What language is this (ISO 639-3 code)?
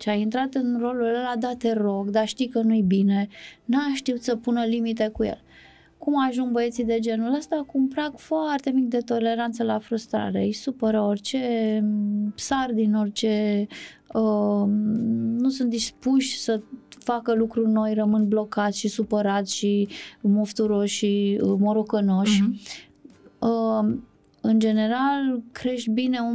ron